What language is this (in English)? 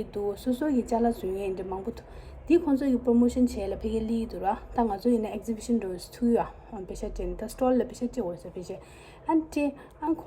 Tibetan